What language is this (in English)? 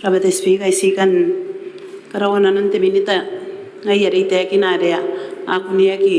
Gilbertese